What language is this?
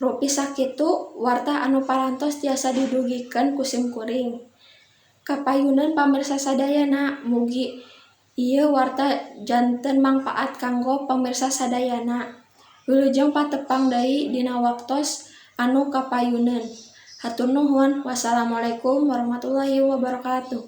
Sundanese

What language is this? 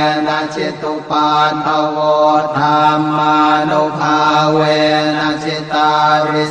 Pali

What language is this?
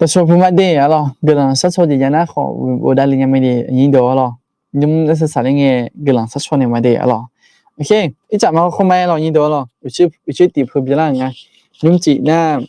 Akha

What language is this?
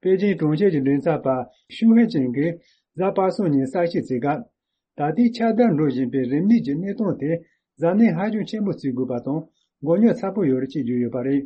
Tibetan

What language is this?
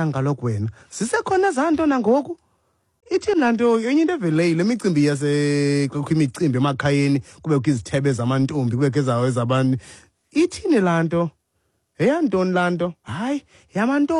Xhosa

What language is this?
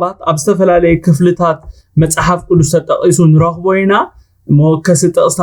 Tigrinya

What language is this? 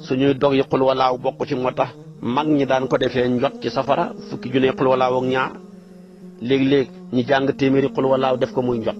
Wolof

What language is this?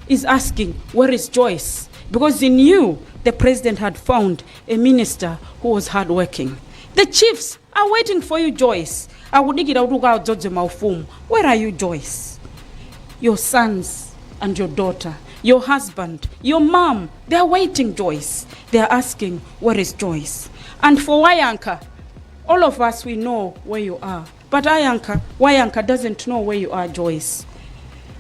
Nyanja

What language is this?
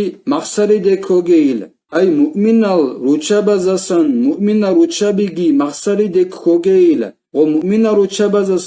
Avaric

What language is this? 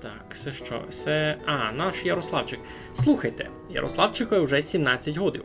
Rusyn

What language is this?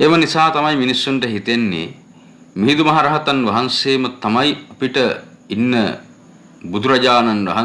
Sinhala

